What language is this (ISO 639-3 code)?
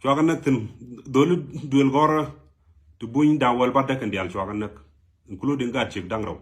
nus